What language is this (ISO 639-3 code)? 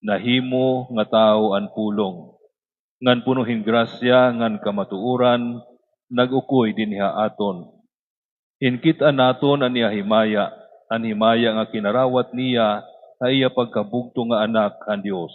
war